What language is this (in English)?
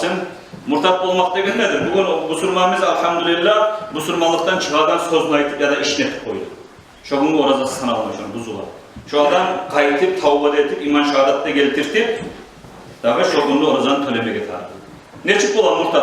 Kumyk